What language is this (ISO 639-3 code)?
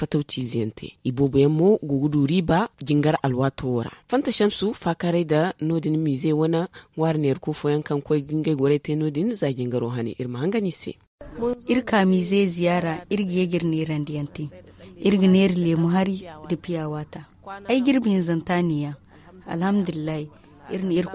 dje